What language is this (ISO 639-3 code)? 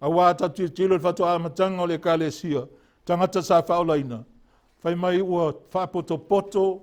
smo